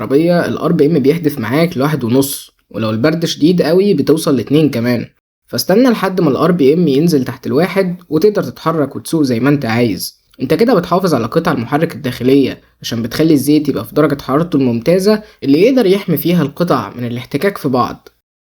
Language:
Egyptian Arabic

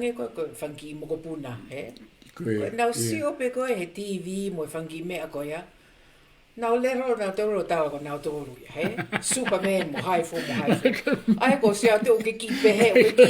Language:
Tongan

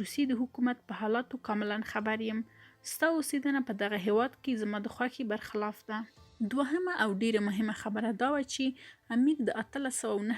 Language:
Pashto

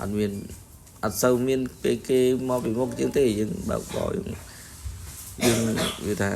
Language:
Khmer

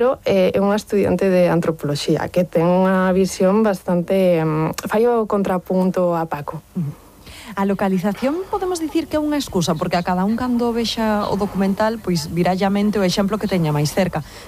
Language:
Galician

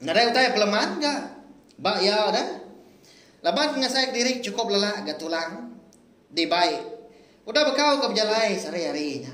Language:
Iban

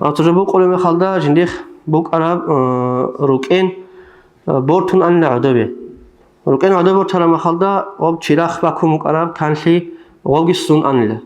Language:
Avaric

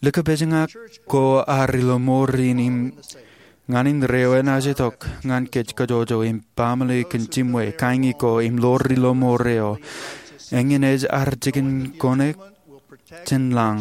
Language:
Marshallese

